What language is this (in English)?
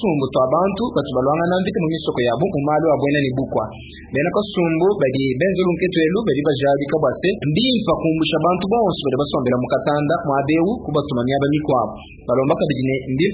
Luba-Lulua